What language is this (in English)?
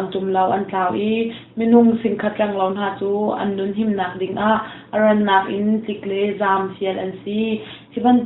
Hakha Chin